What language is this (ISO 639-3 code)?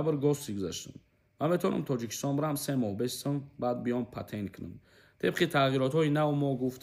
tgk